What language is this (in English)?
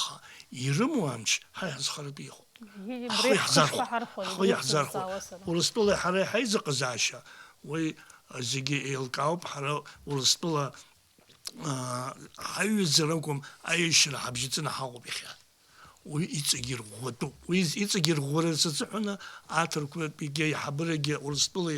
Abkhazian